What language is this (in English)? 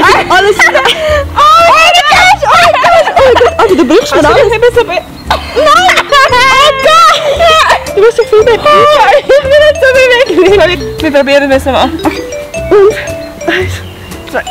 Swiss German